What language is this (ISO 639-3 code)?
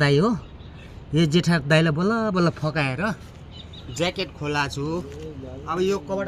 nep